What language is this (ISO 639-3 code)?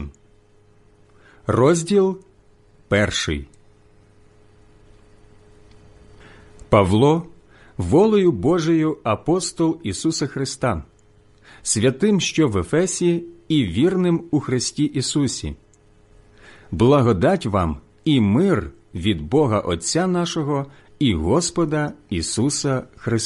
ukr